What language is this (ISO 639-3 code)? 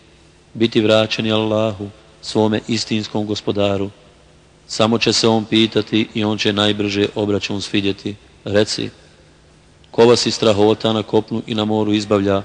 bos